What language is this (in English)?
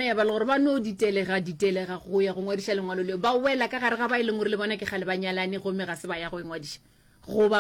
Northern Sotho